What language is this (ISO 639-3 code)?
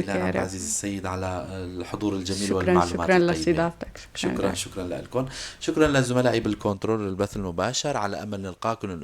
apc